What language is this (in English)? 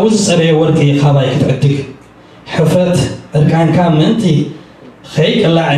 Tigrinya